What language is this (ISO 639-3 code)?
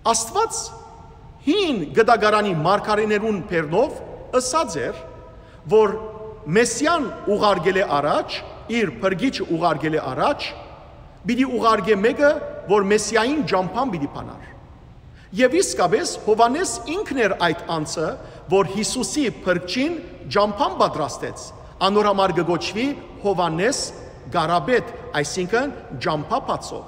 hyw